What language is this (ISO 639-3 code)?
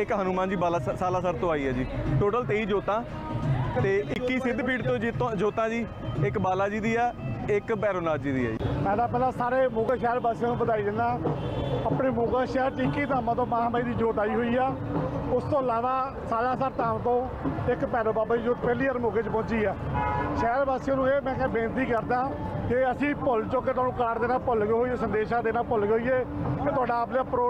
pan